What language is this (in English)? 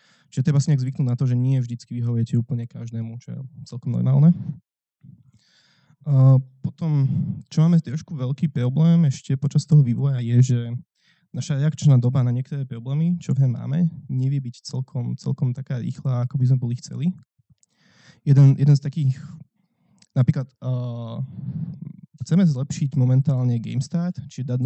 Slovak